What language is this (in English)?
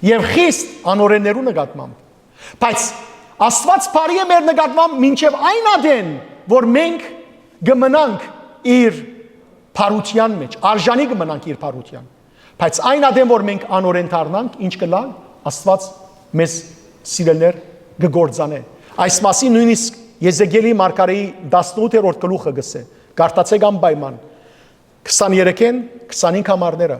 Western Armenian